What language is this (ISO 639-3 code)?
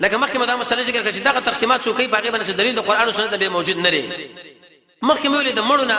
pus